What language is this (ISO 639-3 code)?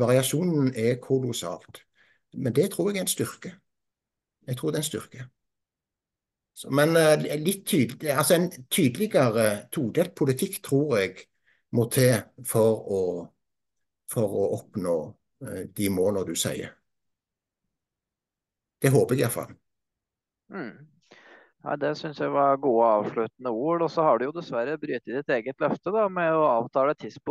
nor